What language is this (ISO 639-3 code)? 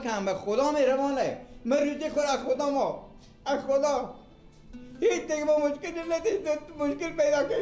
fas